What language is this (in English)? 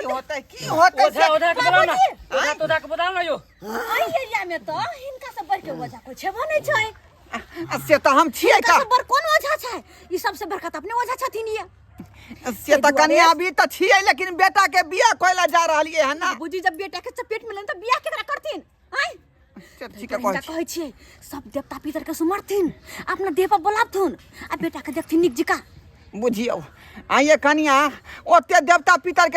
Maithili